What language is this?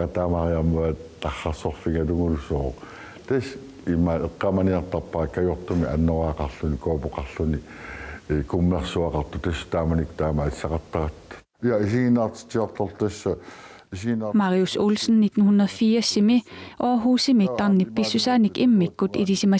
Kalaallisut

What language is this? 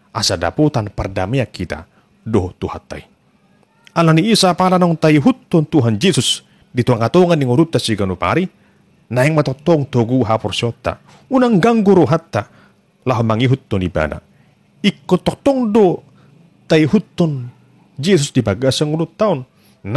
Batak Toba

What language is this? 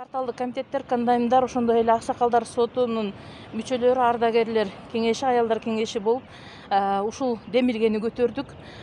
Kyrgyz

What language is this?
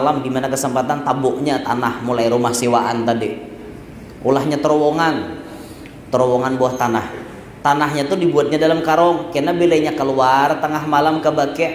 Banjar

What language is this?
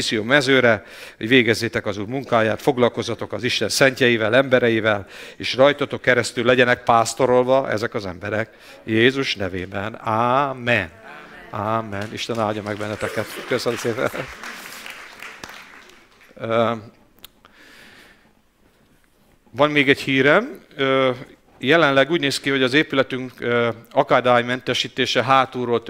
Hungarian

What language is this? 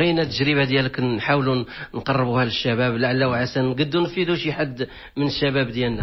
Moroccan Arabic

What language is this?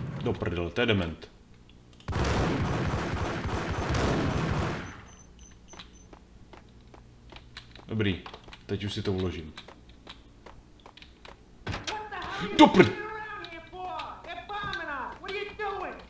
Czech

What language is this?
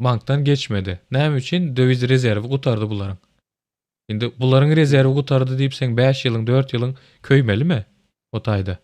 Turkmen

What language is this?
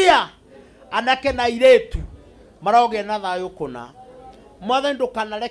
Kikuyu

